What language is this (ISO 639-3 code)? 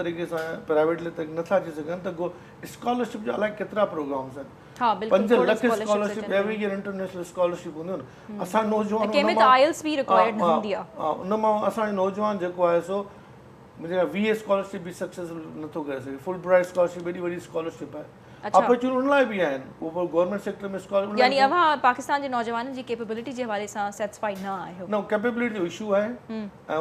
snd